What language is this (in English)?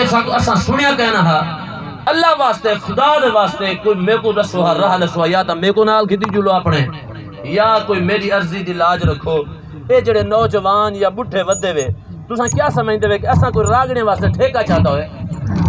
Saraiki